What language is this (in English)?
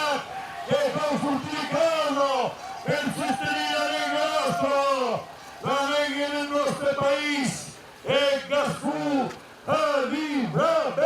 Occitan